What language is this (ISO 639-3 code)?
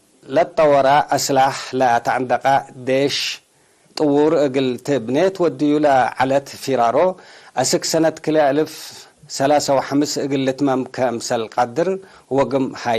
tig